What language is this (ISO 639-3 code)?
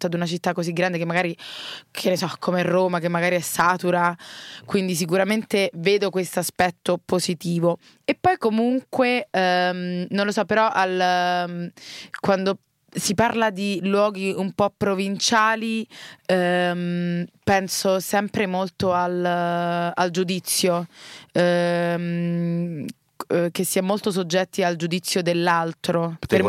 ita